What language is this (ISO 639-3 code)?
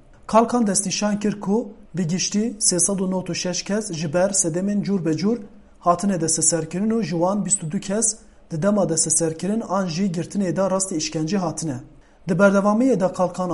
kur